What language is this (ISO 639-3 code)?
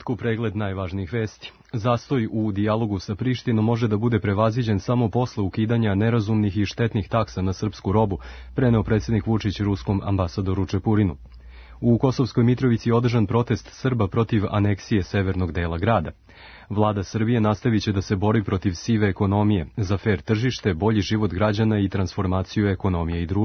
srp